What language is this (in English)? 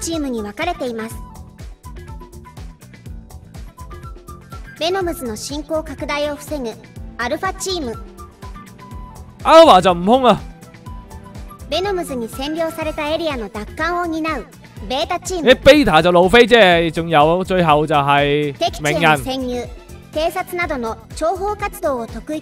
Japanese